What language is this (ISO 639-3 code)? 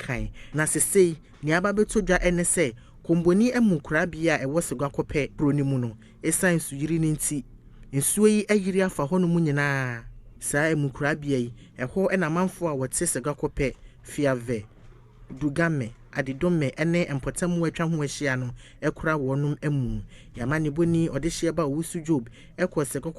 aka